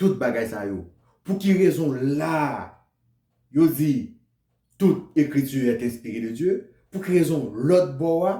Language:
Haitian Creole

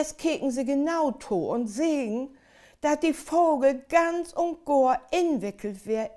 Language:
Low German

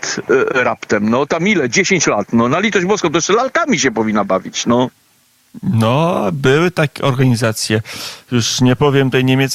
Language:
Polish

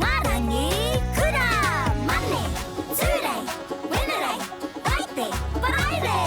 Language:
Māori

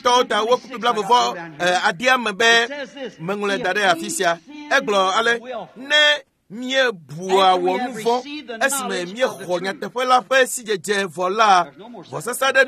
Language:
Ewe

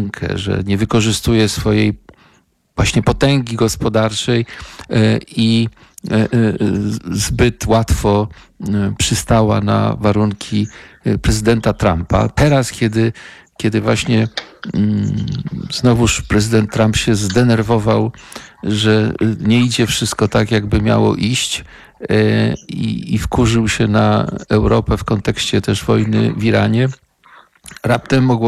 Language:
Polish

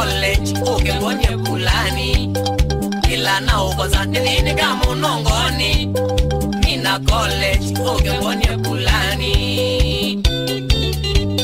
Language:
Swahili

